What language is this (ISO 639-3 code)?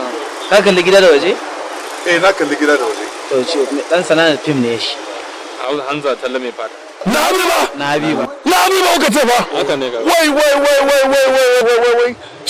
hau